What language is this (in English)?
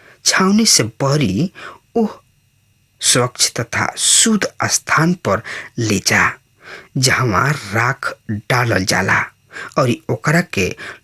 Bhojpuri